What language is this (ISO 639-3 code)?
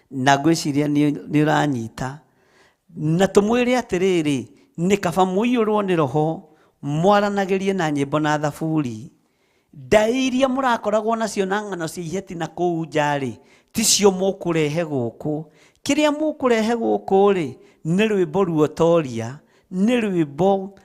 kik